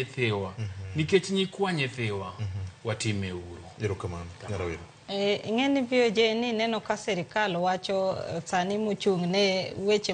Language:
Luo (Kenya and Tanzania)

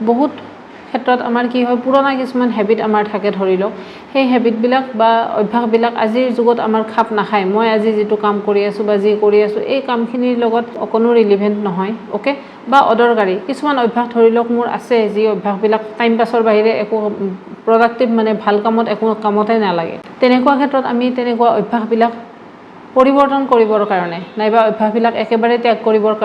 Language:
Assamese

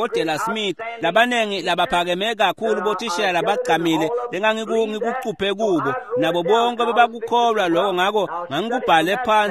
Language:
Swati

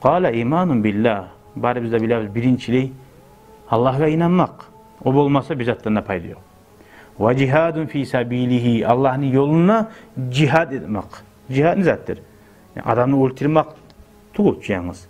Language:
Kumyk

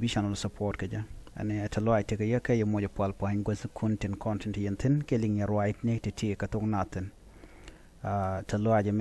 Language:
Nuer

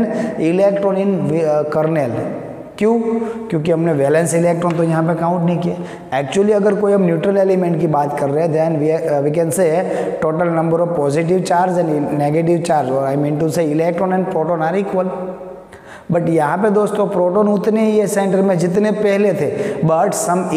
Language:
Hindi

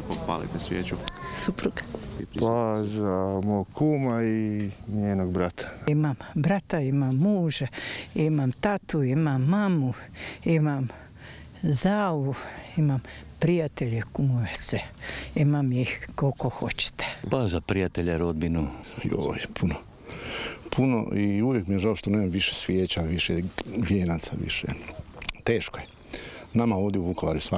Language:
Croatian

